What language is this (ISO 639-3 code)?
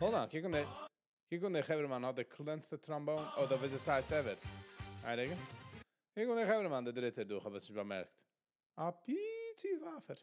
yid